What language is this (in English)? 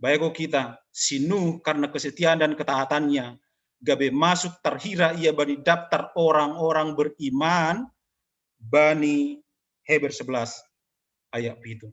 Batak Simalungun